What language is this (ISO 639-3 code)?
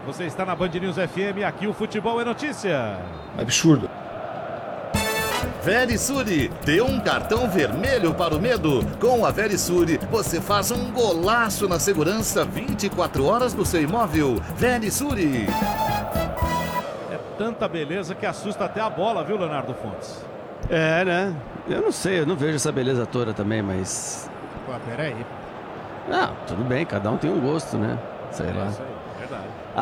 por